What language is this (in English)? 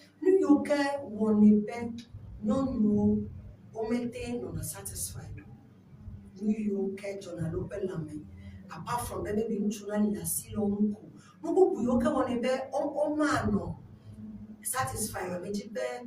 Ewe